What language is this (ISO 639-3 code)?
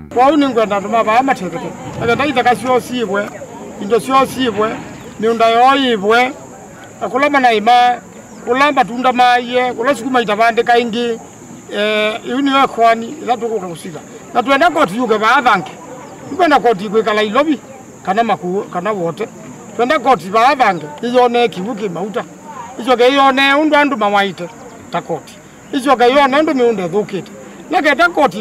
kam